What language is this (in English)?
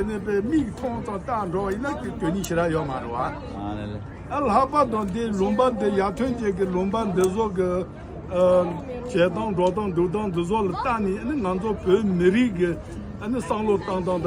Tibetan